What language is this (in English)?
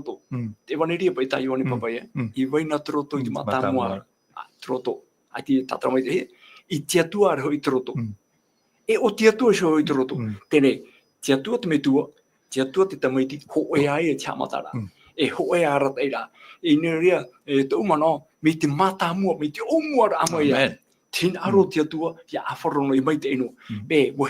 Tahitian